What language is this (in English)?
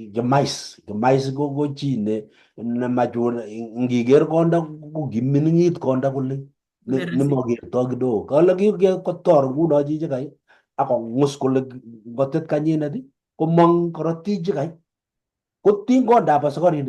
Kalenjin